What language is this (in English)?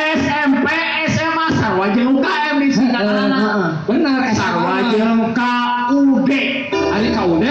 Sundanese